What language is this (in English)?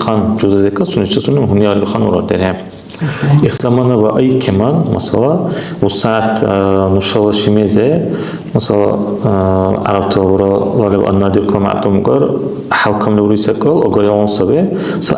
Dargwa